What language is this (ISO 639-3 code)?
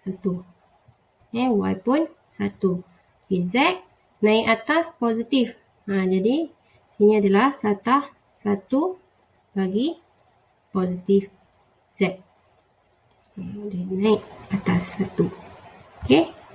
msa